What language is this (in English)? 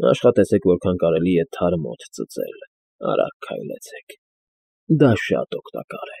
Armenian